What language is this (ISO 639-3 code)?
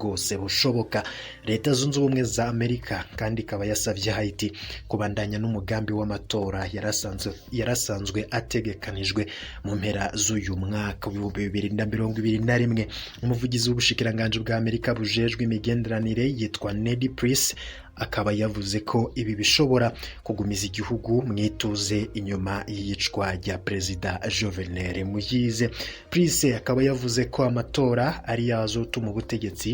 run